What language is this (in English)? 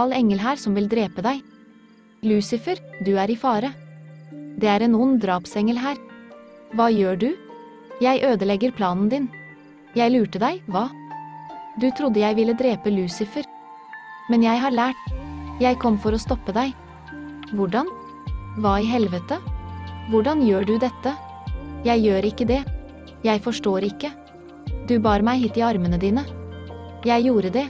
Norwegian